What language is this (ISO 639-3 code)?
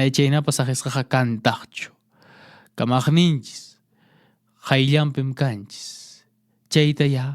que